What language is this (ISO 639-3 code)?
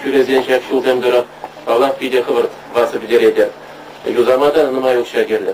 chv